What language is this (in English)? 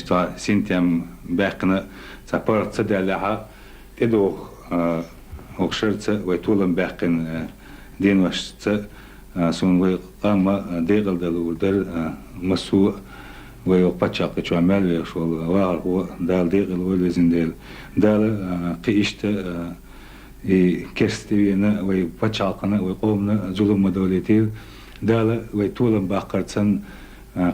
Chechen